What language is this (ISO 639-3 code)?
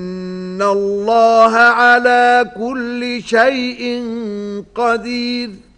ara